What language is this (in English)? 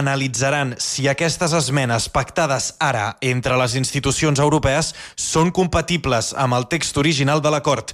Catalan